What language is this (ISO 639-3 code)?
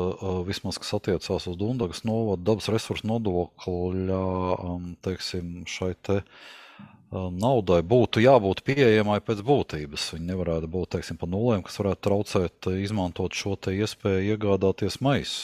lav